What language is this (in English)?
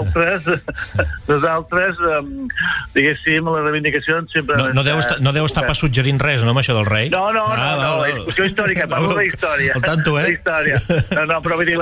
Catalan